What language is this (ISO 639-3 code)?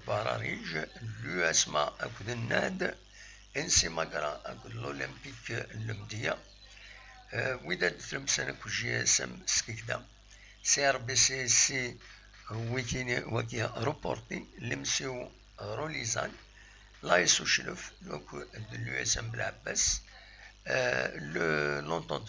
kab